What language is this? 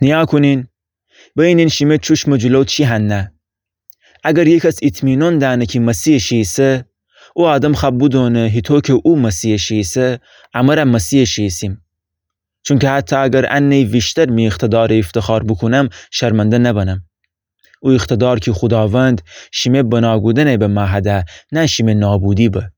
Gilaki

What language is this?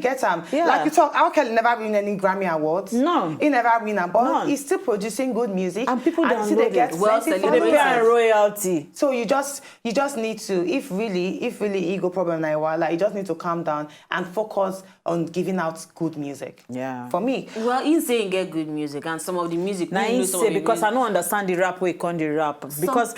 Nigerian Pidgin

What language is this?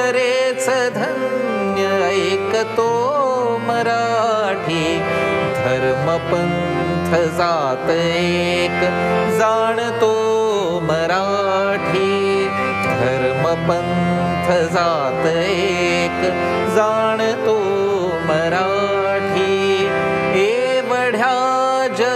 Marathi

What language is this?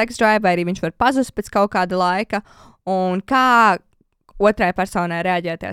Latvian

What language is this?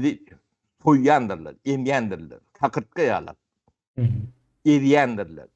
Turkmen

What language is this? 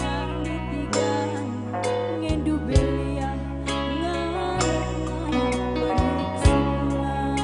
Batak Karo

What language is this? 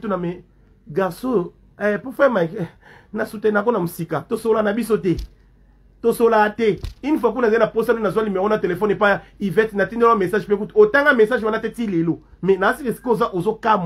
Lingala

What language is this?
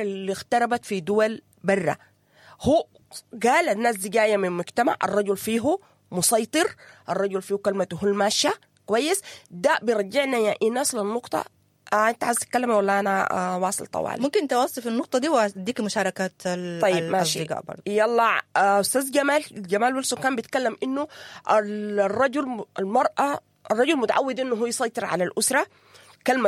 Sudanese Arabic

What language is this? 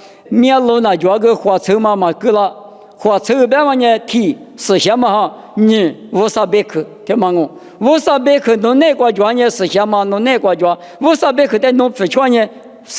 Lisu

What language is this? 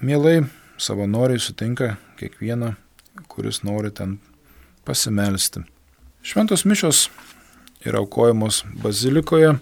Lithuanian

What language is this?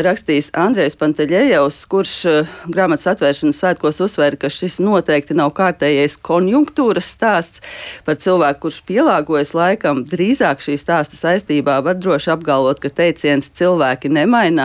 Latvian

